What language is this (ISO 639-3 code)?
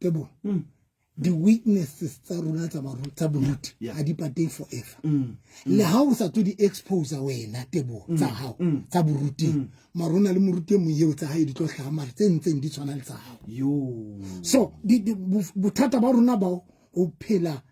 sot